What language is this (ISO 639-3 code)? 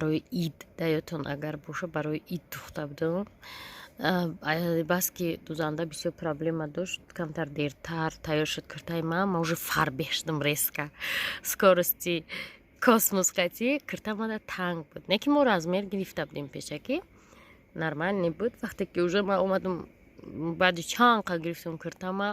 tgk